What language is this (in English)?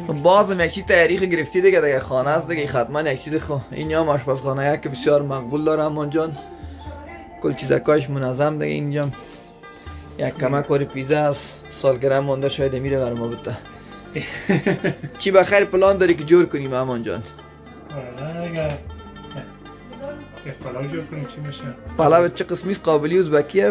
Persian